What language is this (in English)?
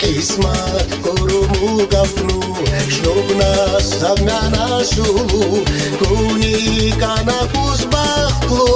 Tabassaran